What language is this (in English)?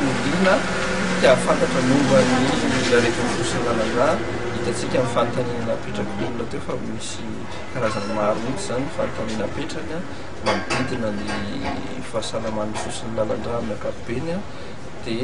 Malagasy